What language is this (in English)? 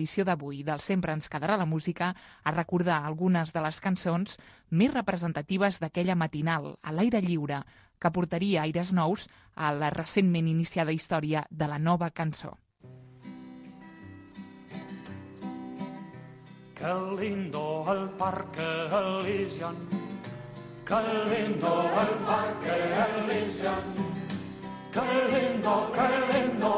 Catalan